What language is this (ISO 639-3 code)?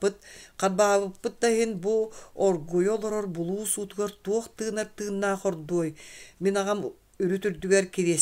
sah